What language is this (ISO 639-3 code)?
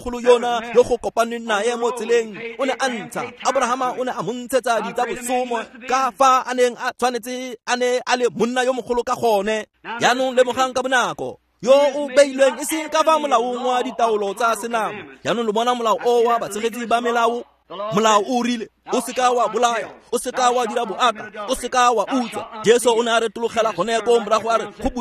tsn